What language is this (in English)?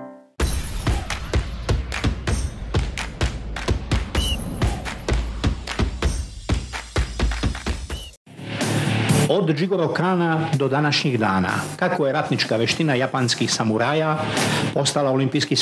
Serbian